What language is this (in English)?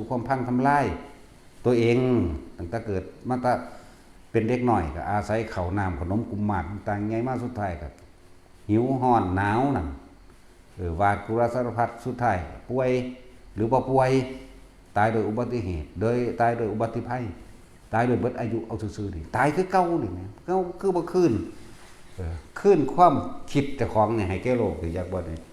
Northeastern Thai